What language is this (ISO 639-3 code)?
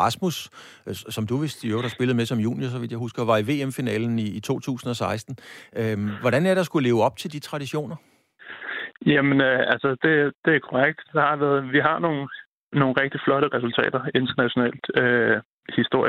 dan